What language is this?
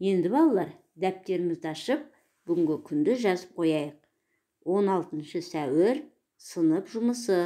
Kazakh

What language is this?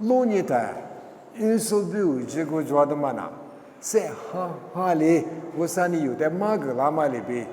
Lisu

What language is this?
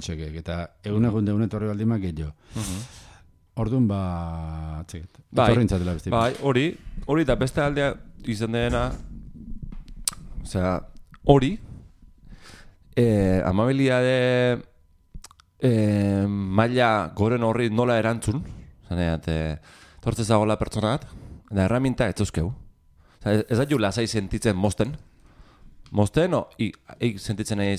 Basque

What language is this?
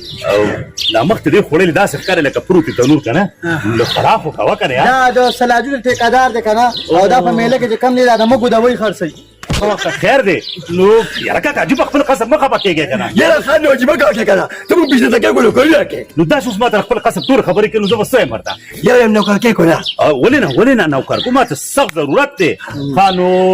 Pashto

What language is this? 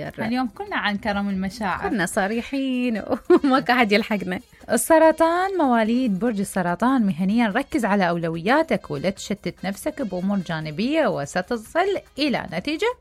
Mesopotamian Arabic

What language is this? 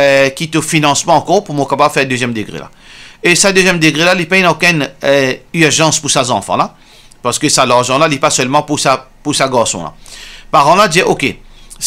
Morisyen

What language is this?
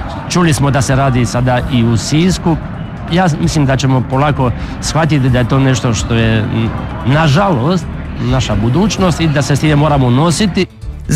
Croatian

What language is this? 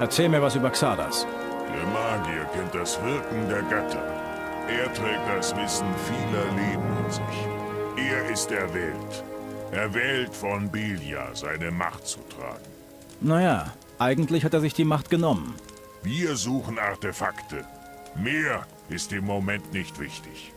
Bavarian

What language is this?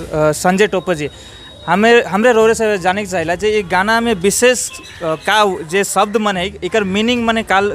Sadri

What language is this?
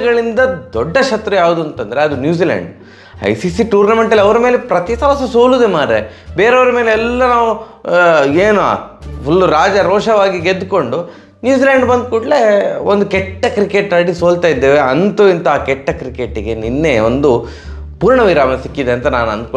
Kannada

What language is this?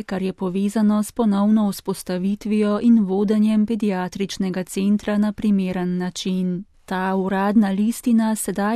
Slovenian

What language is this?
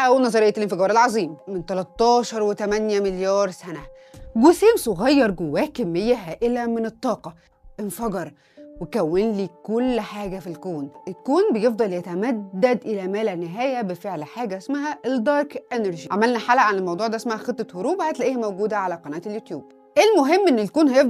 Egyptian Arabic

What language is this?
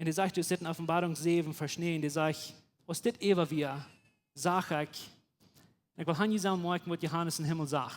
Plautdietsch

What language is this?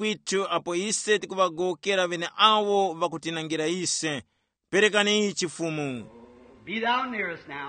Tumbuka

